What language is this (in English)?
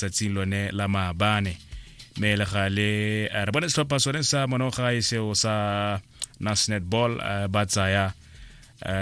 Tswana